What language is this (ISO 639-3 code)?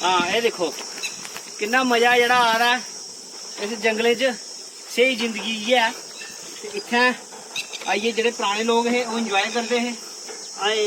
doi